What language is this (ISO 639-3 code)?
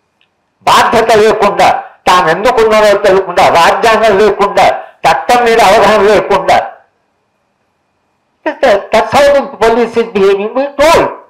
tel